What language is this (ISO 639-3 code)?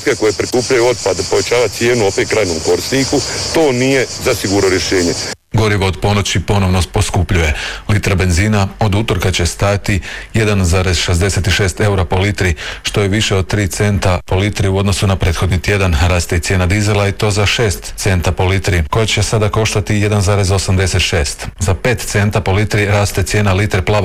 hrv